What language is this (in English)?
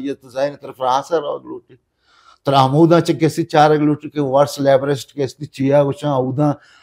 Baluchi